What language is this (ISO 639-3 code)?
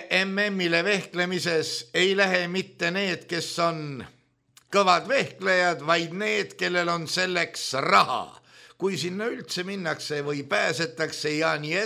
est